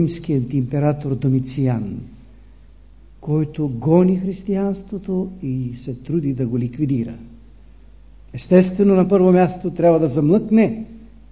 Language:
Bulgarian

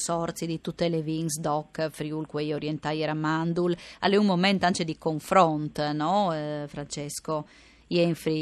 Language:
Friulian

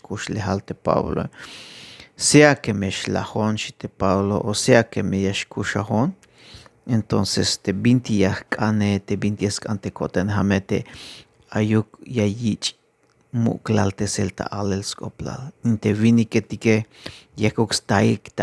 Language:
Tzeltal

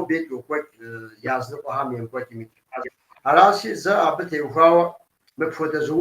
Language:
Kabardian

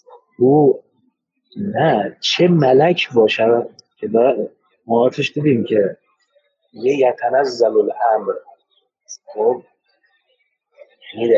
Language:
Persian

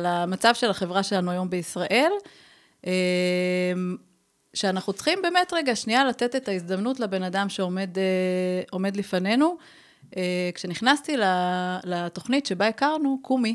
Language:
Hebrew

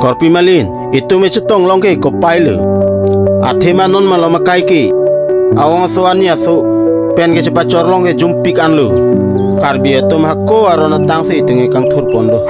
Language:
Karbi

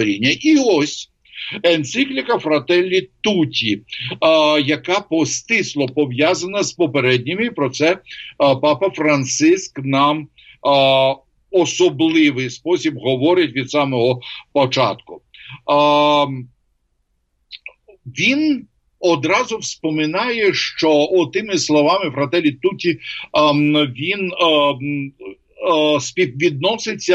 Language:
Ukrainian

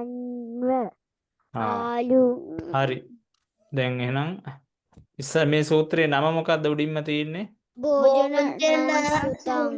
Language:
Sinhala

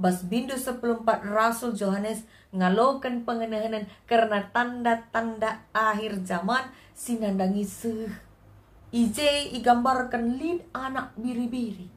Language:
Batak Karo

